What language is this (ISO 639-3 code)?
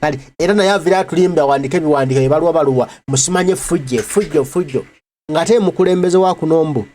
lug